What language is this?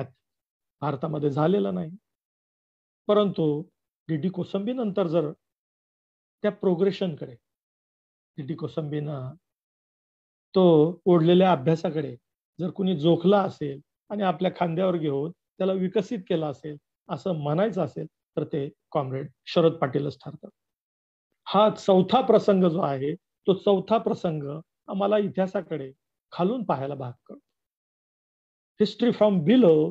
Marathi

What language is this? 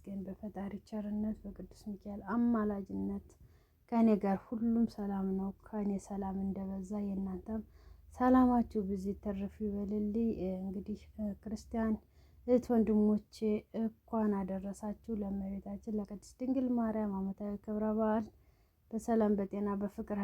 Amharic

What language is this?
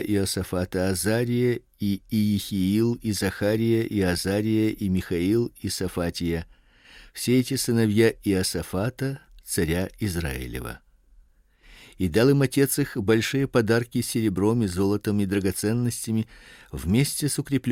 Russian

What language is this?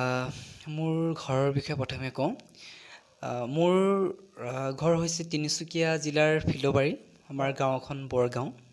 Assamese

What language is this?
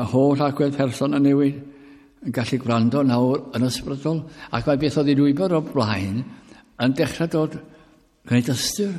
Welsh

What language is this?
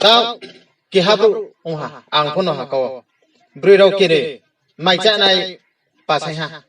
Riang (India)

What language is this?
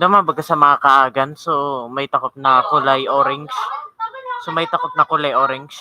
Bikol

